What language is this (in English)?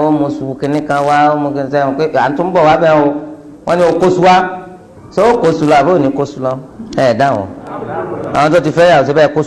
Yoruba